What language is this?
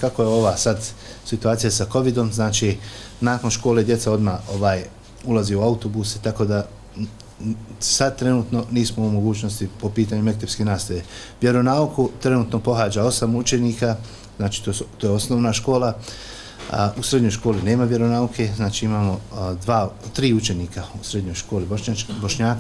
Bosnian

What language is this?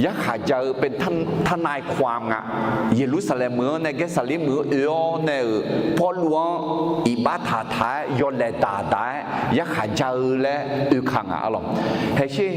Akha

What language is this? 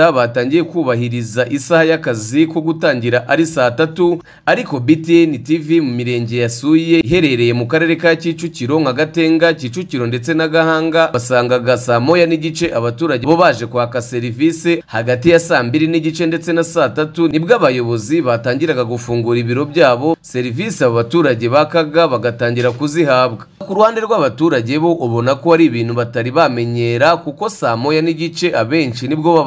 Kinyarwanda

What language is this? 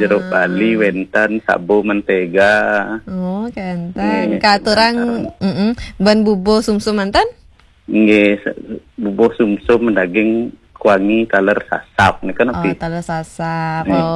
Balinese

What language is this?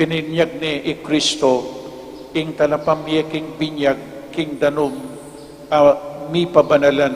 Pampanga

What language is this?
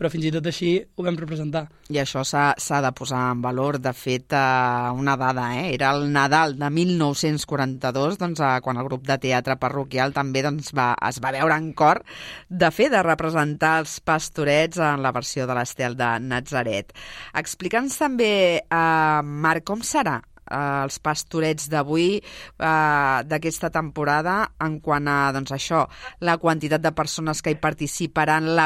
Catalan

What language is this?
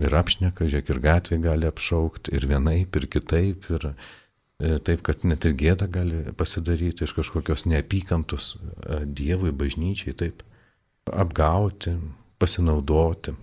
Lithuanian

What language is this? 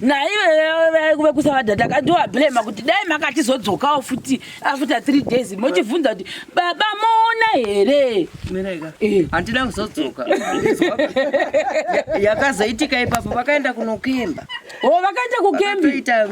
Shona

